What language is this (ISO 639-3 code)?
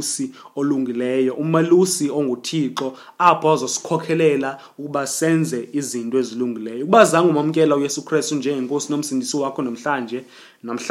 xho